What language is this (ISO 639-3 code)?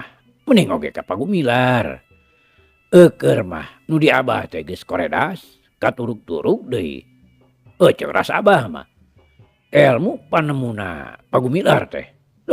sun